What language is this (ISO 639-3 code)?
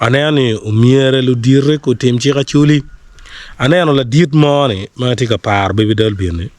ach